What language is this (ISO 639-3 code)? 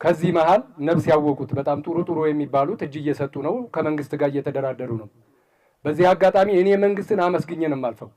amh